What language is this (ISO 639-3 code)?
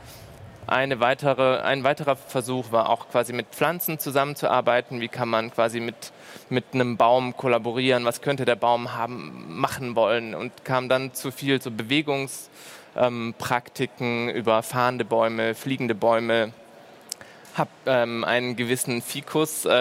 deu